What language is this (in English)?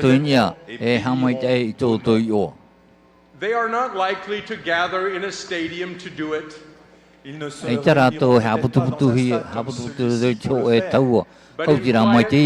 Tahitian